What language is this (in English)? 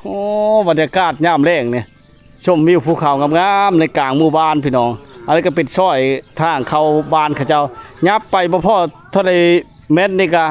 Lao